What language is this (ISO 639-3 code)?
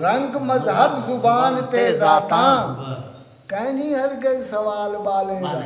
skr